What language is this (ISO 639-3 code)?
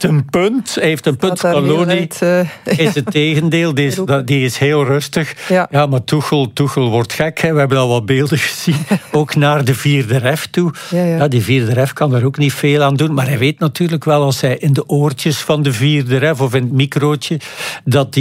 nld